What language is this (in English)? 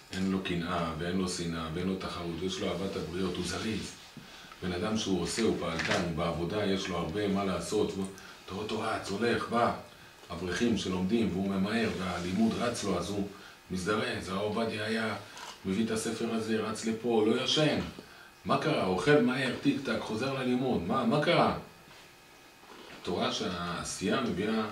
Hebrew